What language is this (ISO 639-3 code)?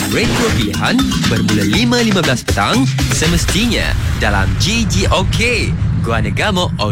msa